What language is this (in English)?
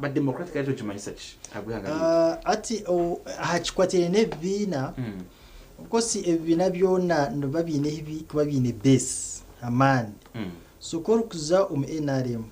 Nyankole